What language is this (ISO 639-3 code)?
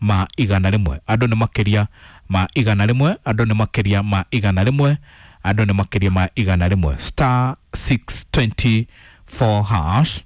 kik